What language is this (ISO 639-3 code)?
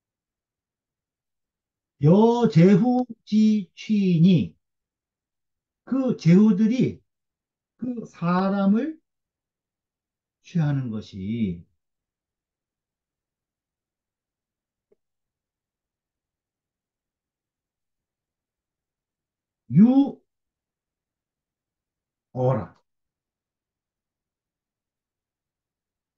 kor